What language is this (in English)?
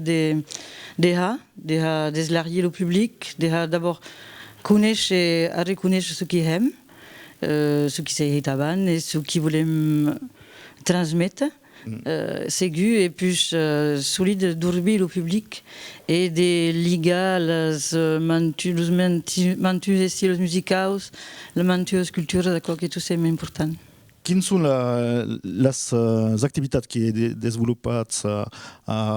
Occitan